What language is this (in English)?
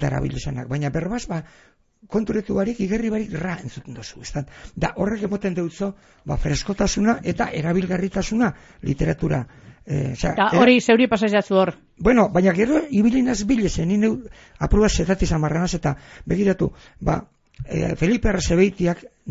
Basque